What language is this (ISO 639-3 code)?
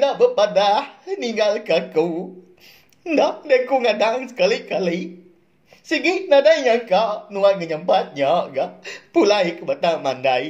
iba